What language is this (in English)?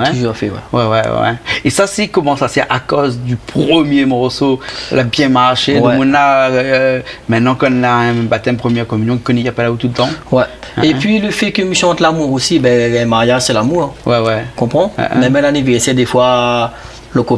Réunion Creole French